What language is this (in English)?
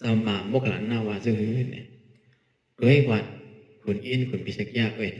Shan